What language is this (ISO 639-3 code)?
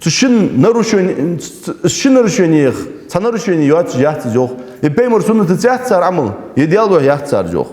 inh